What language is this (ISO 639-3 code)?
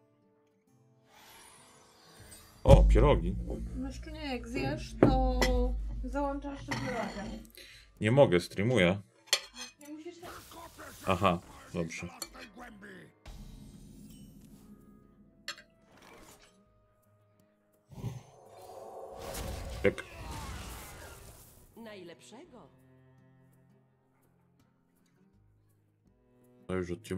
pol